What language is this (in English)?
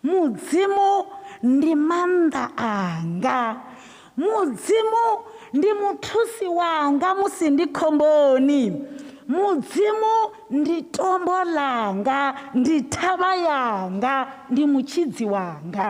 Venda